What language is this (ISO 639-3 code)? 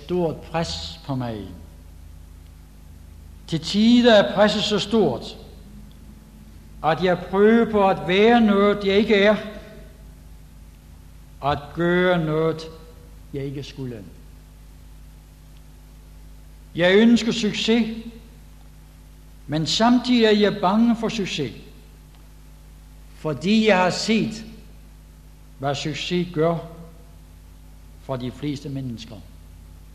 dan